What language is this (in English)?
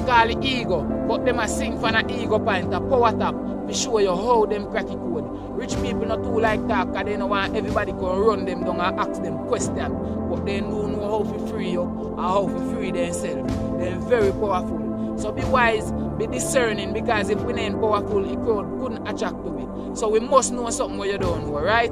Jamaican Creole English